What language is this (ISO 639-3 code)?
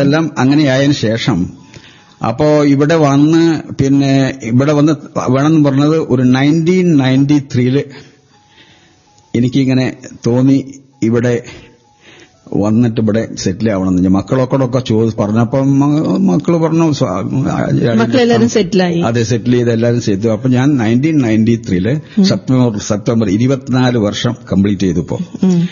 mal